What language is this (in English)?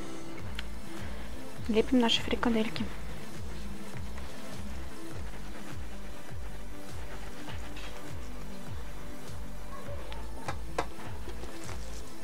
Russian